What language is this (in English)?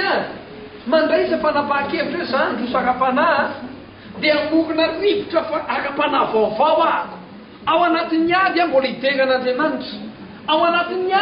Malagasy